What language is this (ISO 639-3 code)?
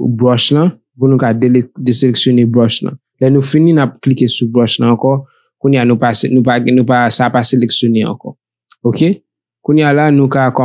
hat